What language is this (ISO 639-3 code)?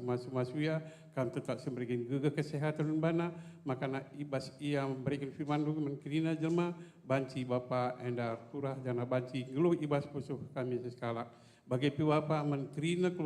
btx